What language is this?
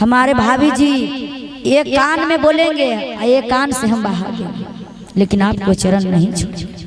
Magahi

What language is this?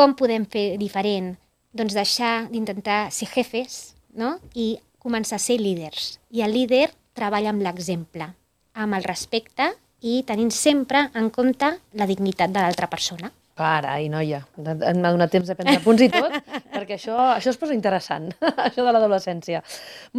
Catalan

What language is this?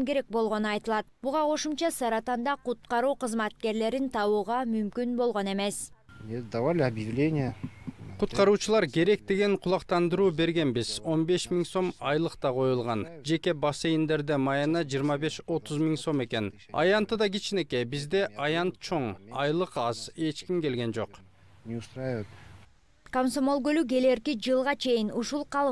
Kyrgyz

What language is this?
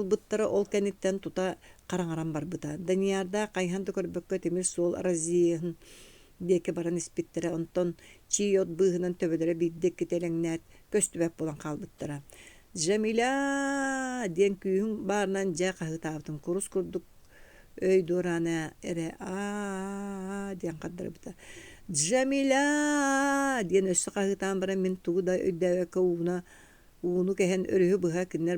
Yakut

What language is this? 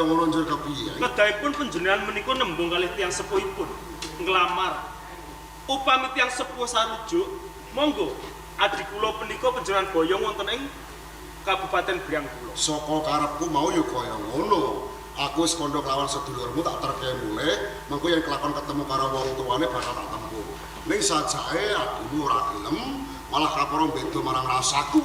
Javanese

